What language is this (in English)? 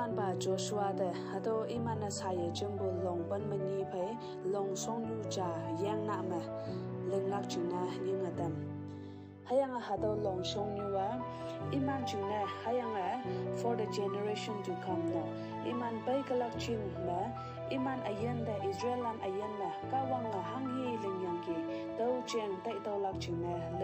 Konyak Naga